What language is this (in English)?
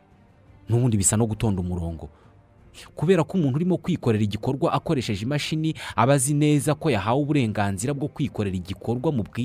Kinyarwanda